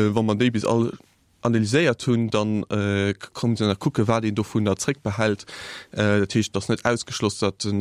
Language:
Luxembourgish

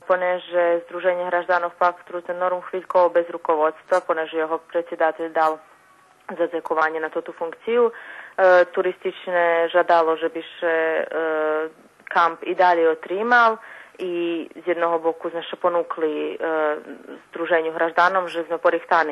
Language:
Rusyn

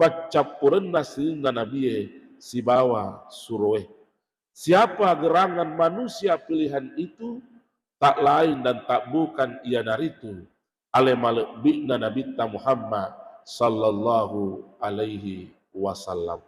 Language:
Buginese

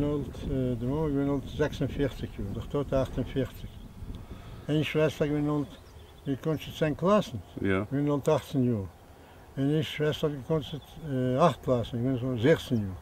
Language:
Yiddish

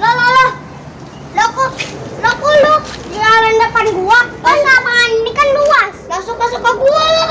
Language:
Betawi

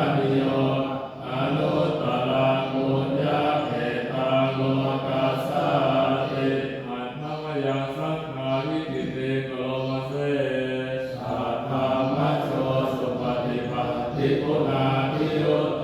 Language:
Pali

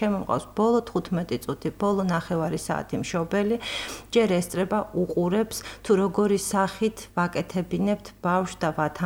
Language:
Georgian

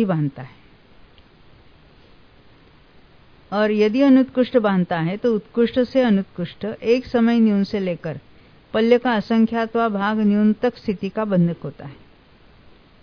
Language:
Hindi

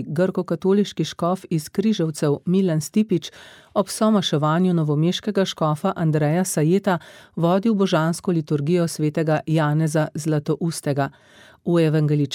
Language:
Slovenian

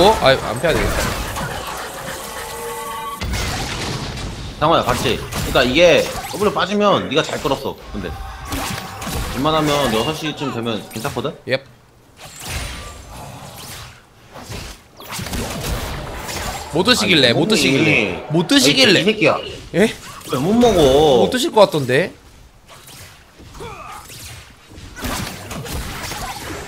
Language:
Korean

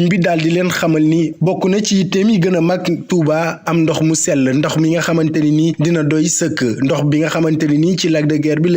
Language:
Wolof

